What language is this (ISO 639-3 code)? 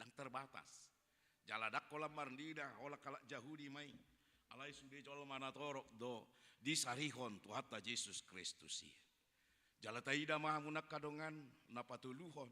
bbc